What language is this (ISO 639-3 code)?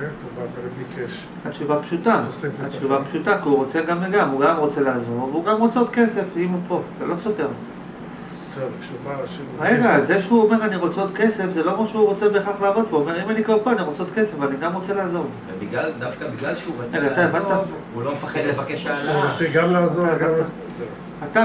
heb